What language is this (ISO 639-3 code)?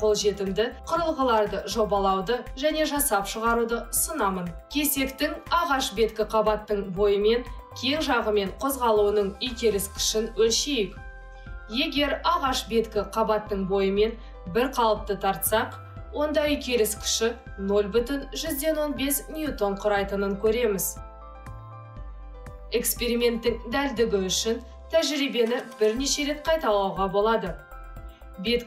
kaz